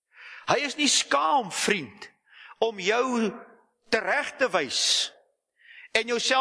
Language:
Afrikaans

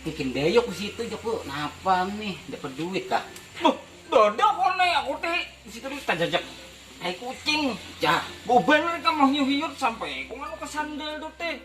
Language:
Banjar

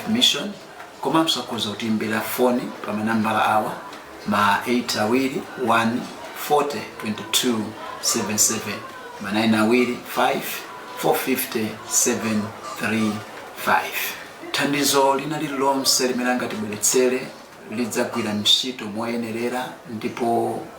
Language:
Nyanja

